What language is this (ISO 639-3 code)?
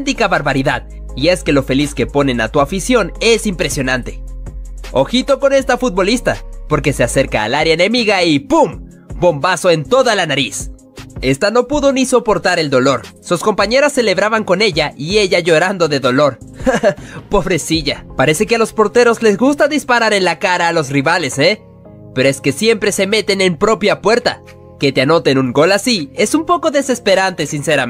spa